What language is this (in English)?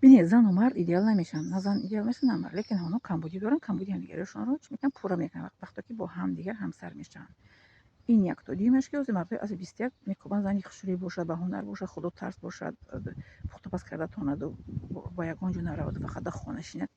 Tajik